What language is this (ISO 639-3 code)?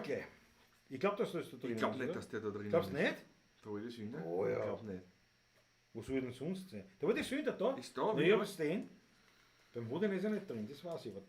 bar